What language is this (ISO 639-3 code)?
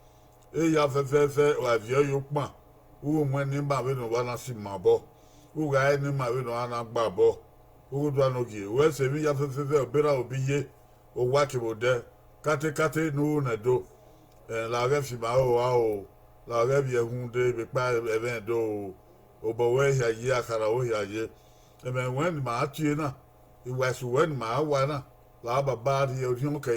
bin